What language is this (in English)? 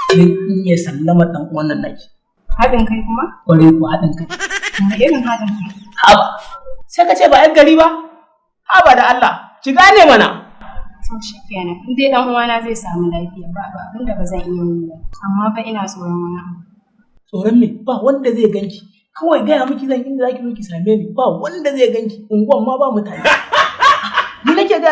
Hausa